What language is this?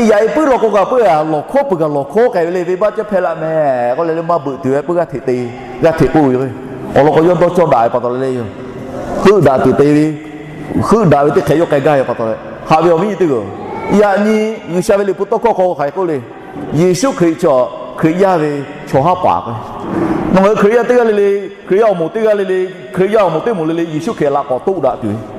Lahu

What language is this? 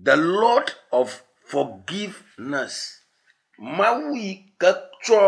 Ewe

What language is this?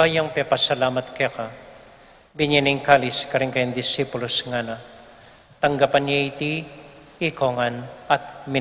Pampanga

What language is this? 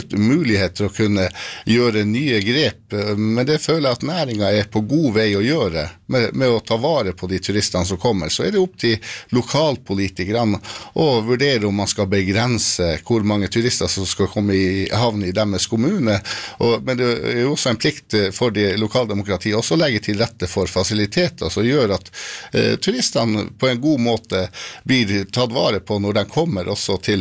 Norwegian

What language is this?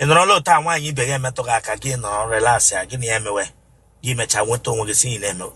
Igbo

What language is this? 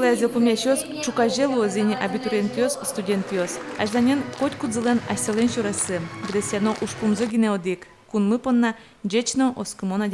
Udmurt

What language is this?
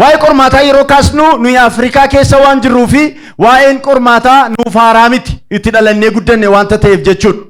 Oromo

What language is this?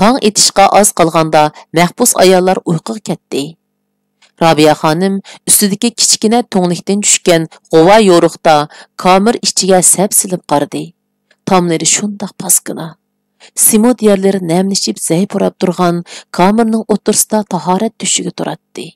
Uyghur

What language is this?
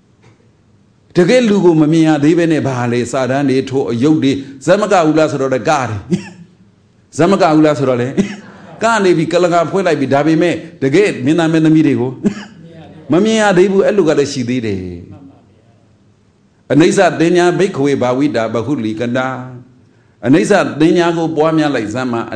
Burmese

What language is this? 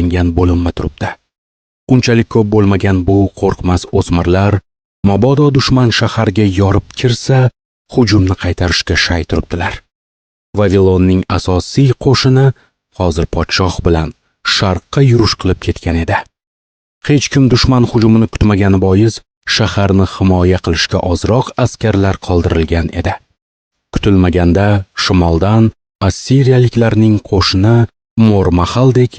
Uzbek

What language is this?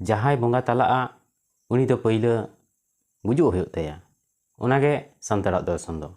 Santali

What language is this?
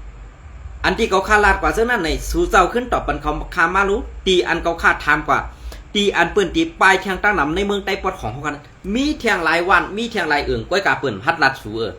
Shan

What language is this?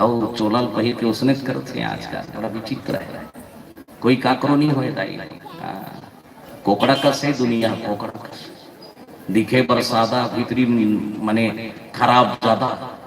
Chhattisgarhi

